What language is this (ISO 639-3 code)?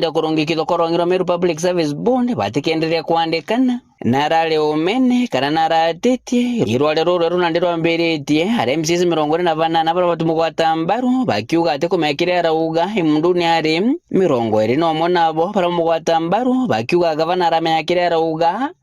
mer